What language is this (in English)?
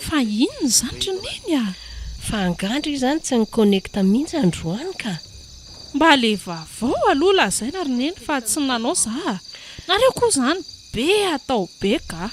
Malagasy